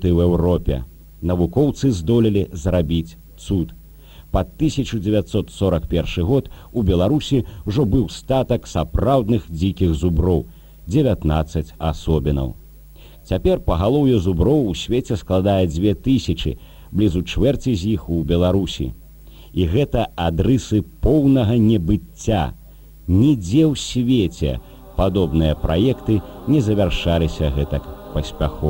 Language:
Belarusian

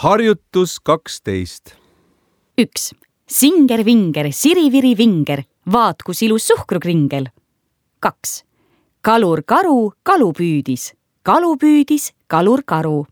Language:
Estonian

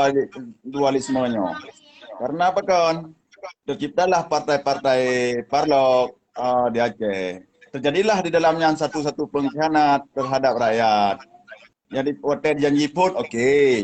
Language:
Achinese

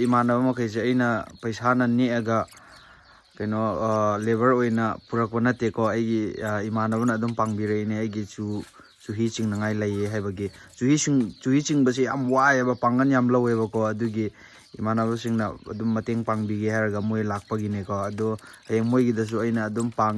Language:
Manipuri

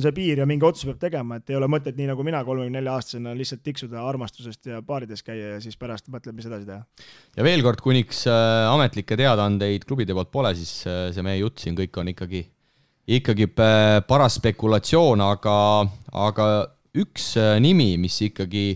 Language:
Estonian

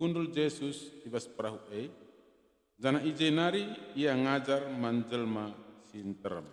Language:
Batak Karo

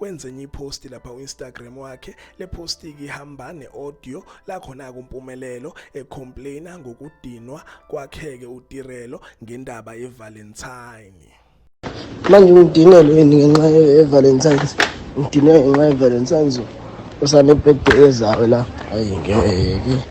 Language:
Zulu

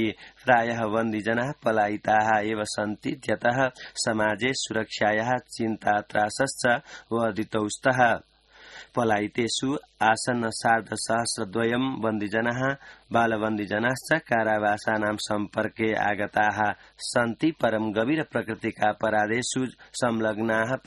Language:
Sanskrit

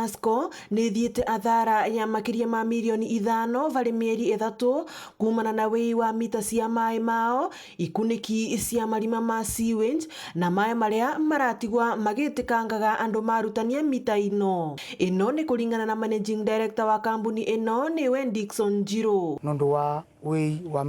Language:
Meru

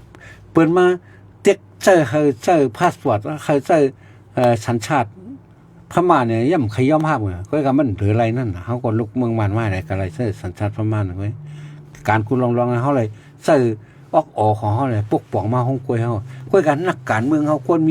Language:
Shan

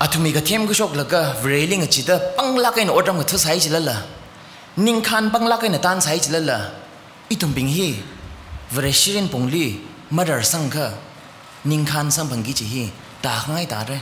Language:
Tangkhul Naga (India)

